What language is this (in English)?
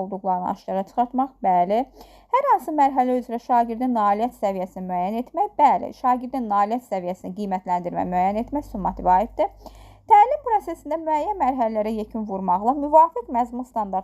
Azerbaijani